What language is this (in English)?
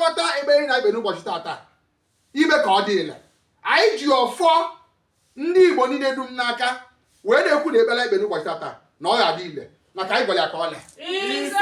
Igbo